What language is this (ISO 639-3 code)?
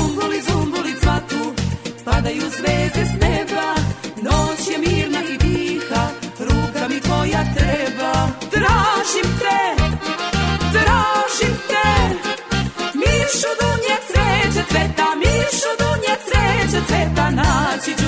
srp